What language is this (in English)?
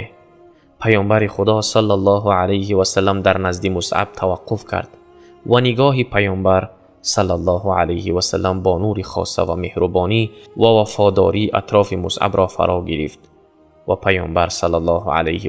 Tajik